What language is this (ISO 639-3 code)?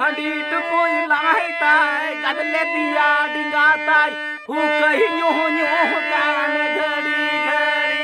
sat